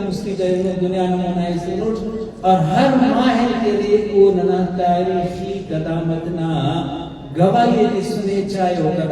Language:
Brahui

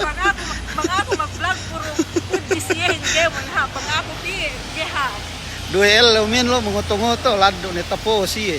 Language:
Yakan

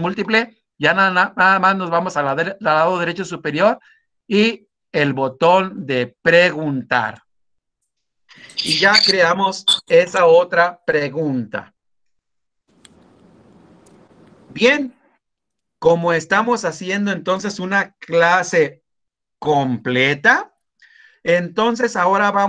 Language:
Spanish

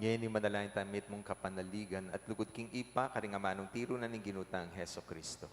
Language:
Pampanga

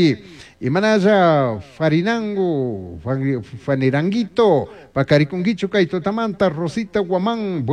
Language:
Chimborazo Highland Quichua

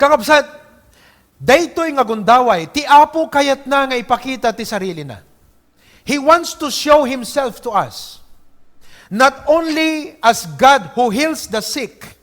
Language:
Iloko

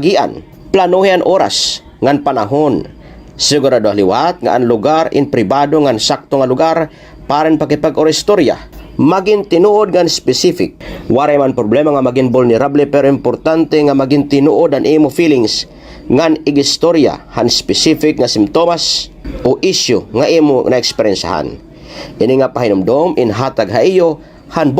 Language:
Waray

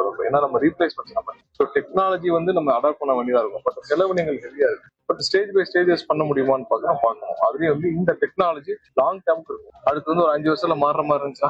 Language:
Tamil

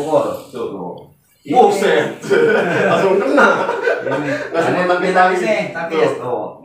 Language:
Betawi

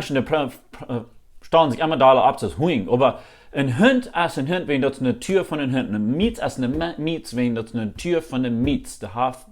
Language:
Plautdietsch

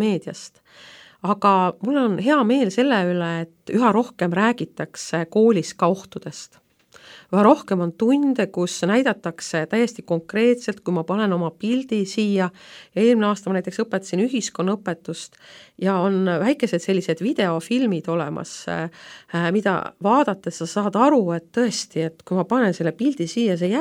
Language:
Estonian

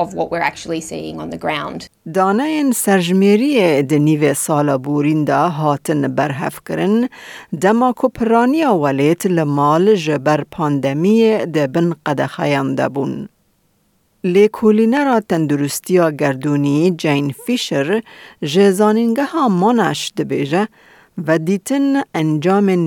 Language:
Kurdish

